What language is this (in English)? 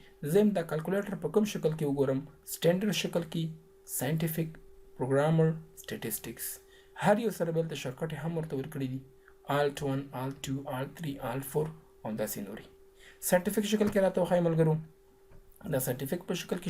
Pashto